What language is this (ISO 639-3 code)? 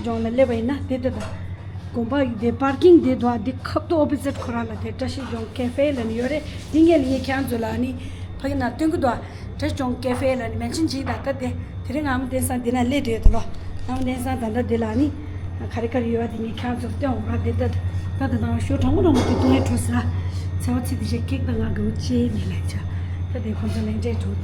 bod